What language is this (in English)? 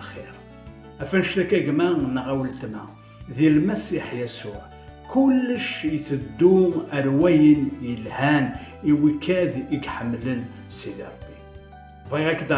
Kabyle